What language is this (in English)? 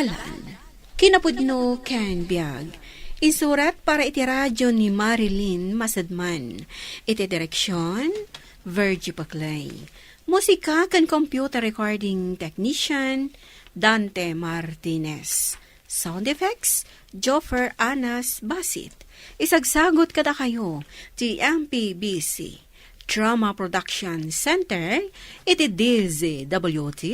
Iloko